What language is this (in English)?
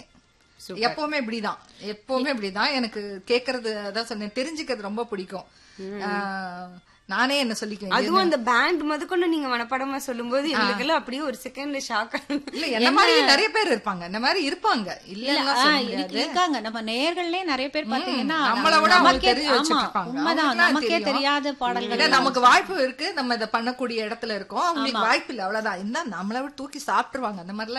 Tamil